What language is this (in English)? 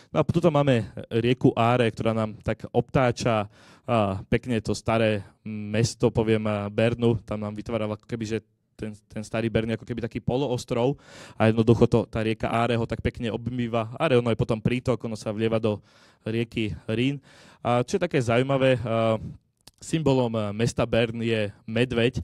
Slovak